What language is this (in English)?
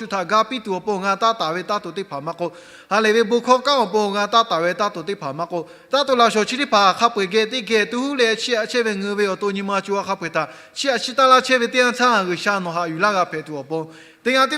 Lahu